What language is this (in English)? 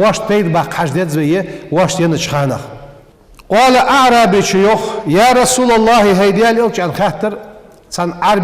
Ingush